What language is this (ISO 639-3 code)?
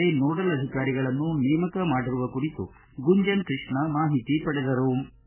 kan